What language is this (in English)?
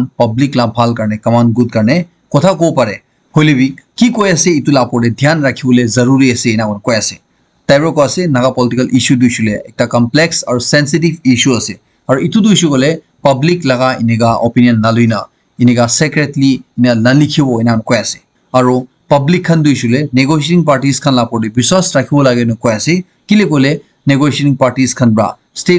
Naga Pidgin